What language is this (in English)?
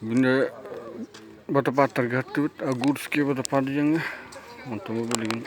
Yakut